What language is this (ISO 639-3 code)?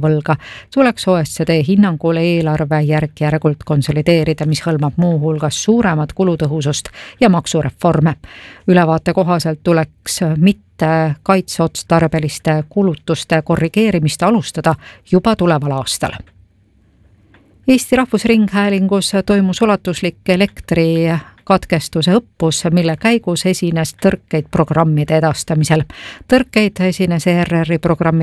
est